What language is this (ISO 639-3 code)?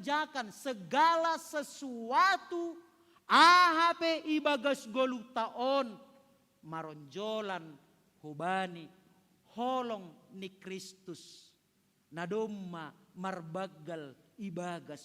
bts